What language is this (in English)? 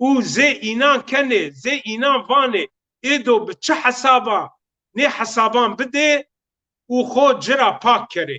Zaza